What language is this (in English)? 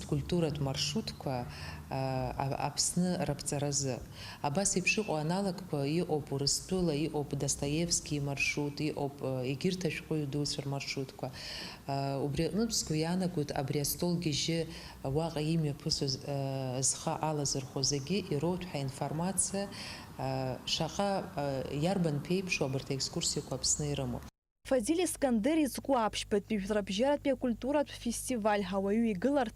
Abkhazian